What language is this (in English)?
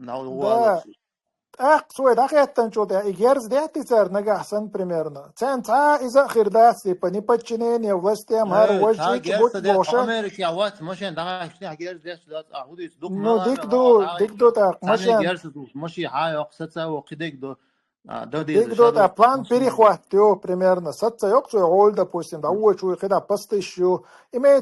Chechen